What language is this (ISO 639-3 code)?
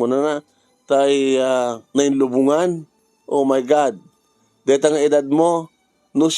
ilo